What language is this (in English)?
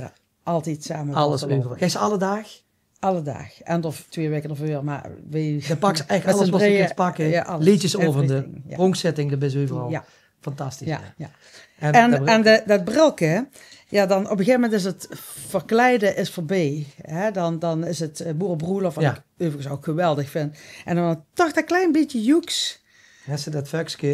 Limburgish